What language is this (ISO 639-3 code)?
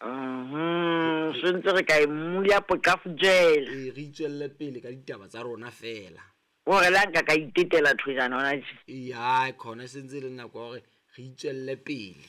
sot